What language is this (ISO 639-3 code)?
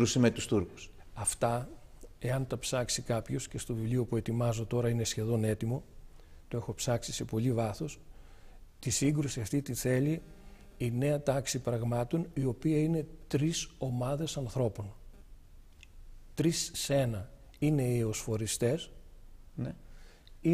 ell